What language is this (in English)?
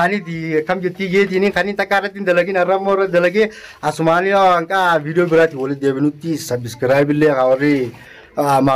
Oromo